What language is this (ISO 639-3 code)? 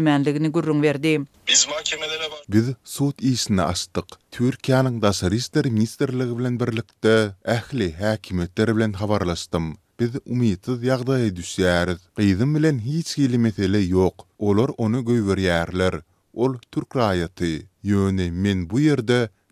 tuk